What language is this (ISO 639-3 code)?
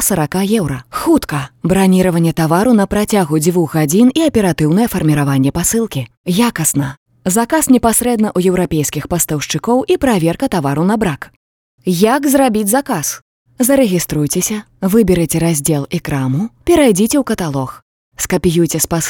bel